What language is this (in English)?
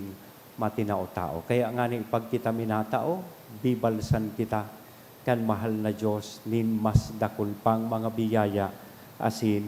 Bikol